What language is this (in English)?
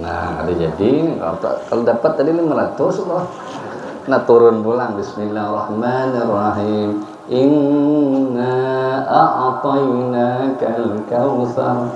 Banjar